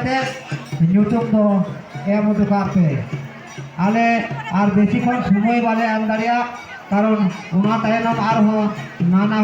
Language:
Santali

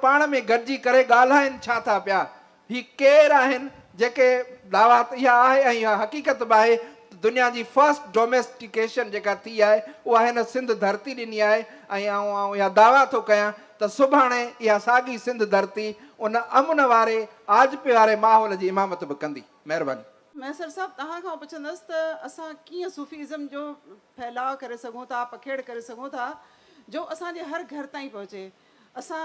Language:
Sindhi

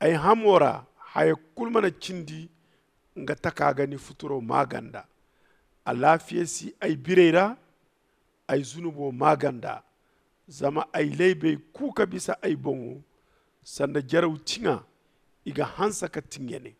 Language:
Zarma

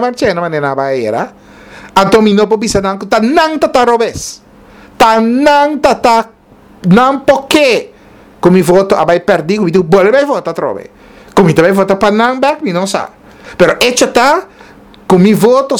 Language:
Papiamento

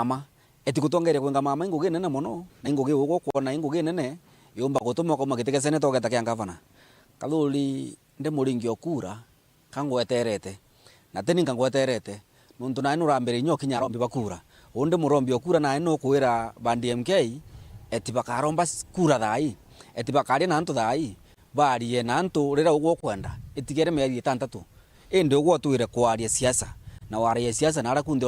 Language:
Meru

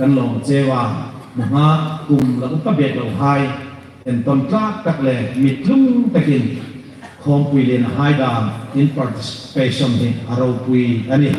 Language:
Hmar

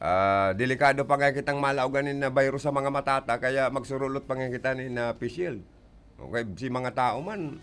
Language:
Bikol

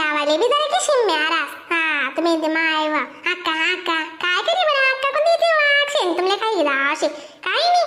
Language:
Khandesi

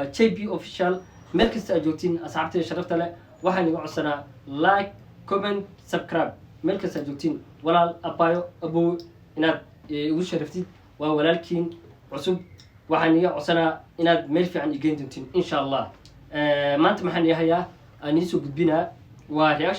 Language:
Somali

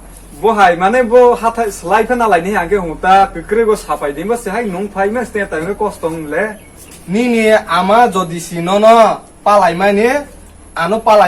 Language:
Kok Borok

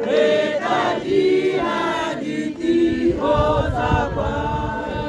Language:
Tswana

